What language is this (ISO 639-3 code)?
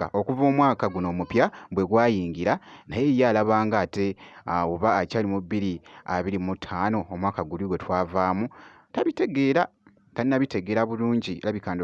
lug